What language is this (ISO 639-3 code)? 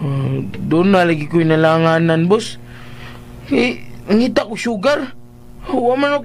ceb